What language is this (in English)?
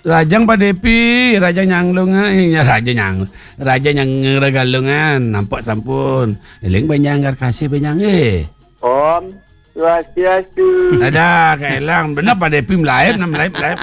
Balinese